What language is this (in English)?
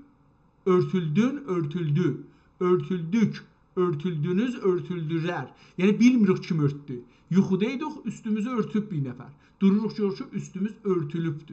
South Azerbaijani